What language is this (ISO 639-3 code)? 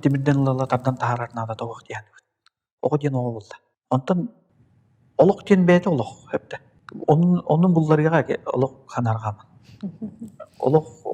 sah